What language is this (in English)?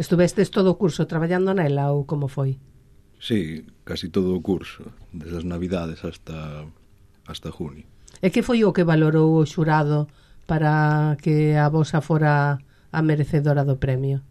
Galician